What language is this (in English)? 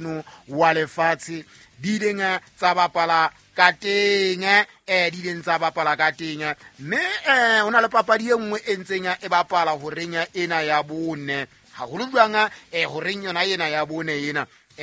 Southern Sotho